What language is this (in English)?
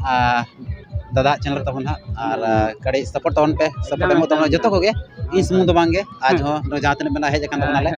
Santali